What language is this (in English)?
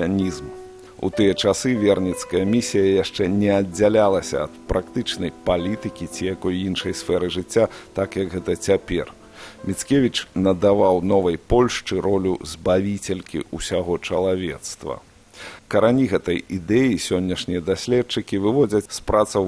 Belarusian